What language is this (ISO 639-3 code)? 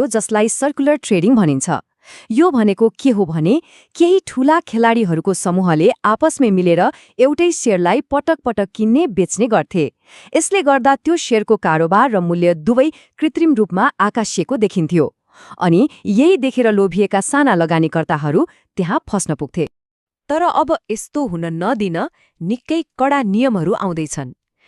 nep